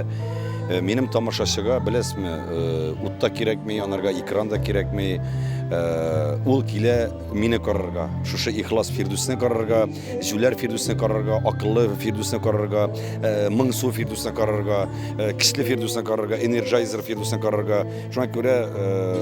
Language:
Tatar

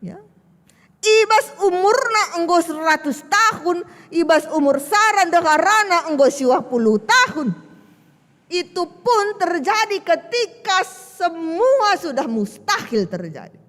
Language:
Batak Karo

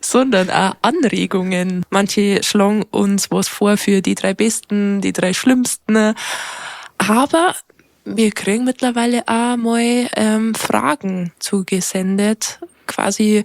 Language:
Bavarian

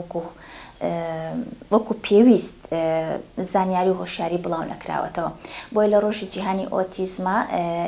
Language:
Central Kurdish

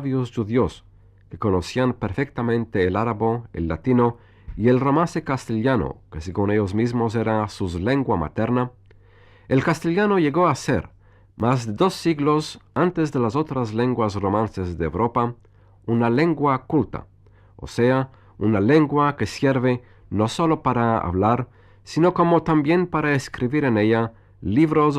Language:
Ladino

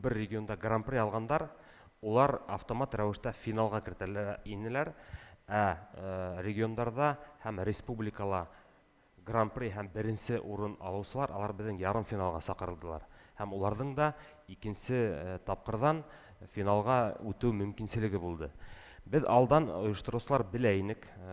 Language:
Bashkir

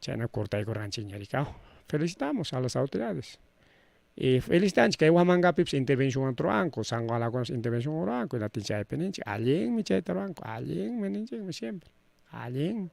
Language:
Ayacucho Quechua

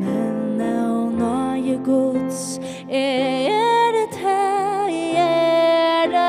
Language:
Faroese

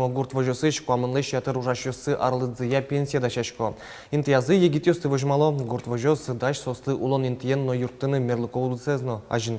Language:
Udmurt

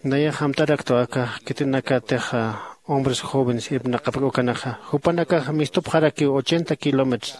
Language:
Aymara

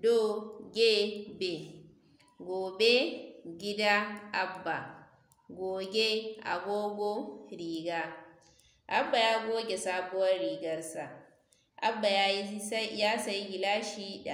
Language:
Hausa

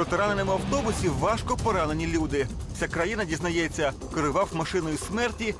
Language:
Ukrainian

